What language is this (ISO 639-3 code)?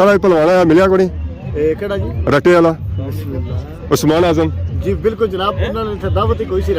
phr